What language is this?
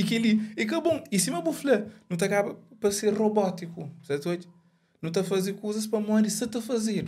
Kabuverdianu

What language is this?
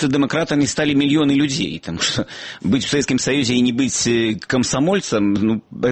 Belarusian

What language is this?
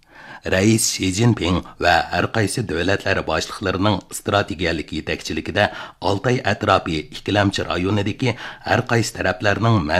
Uyghur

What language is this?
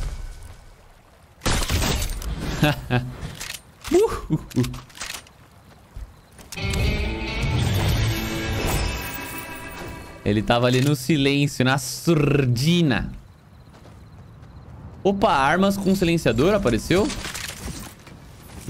Portuguese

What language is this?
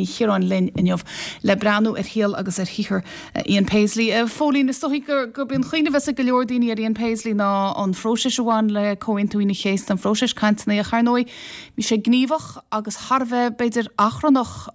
Irish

